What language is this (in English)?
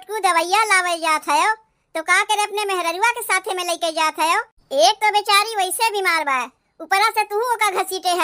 Awadhi